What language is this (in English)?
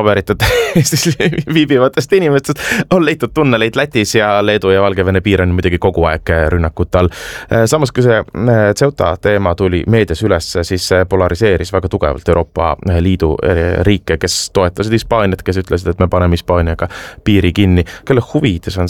Estonian